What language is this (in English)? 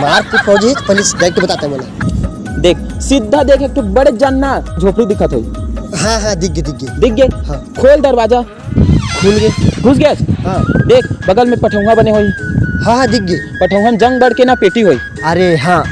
Chhattisgarhi